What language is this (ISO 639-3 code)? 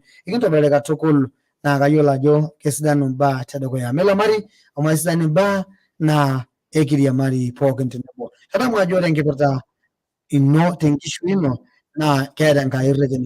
mas